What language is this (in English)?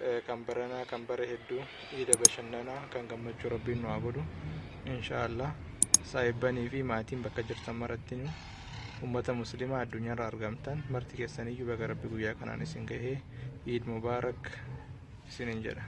Oromo